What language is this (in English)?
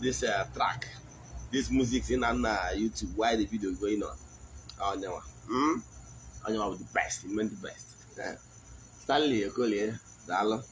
Igbo